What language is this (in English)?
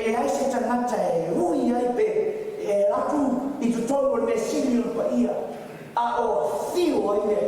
Samoan